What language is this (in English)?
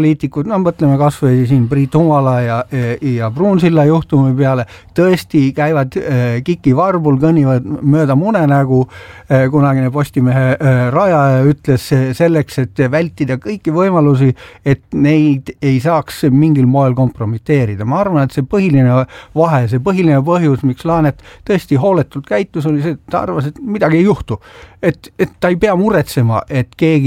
Estonian